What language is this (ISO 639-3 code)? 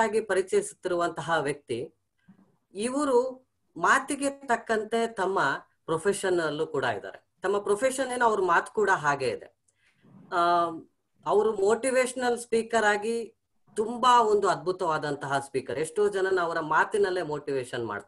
kan